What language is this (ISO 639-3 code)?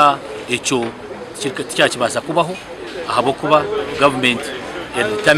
nyn